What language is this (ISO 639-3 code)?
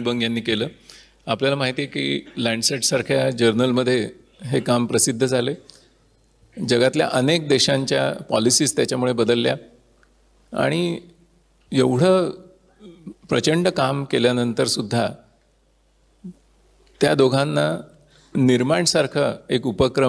mar